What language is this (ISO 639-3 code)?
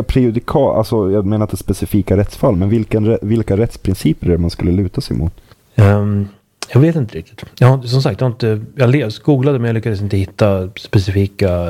swe